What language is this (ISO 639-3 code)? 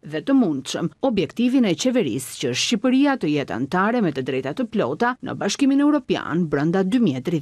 sqi